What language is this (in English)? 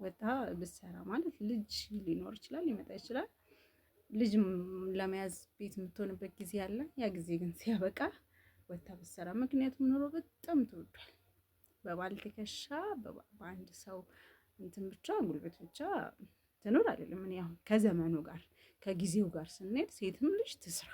Amharic